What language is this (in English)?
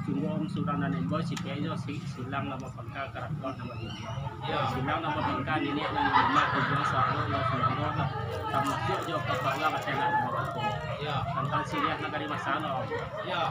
Minangkabau